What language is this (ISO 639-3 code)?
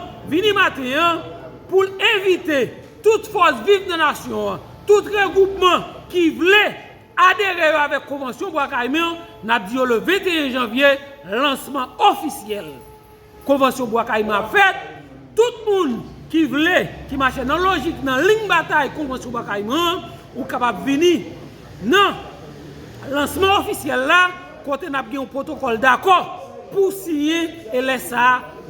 hat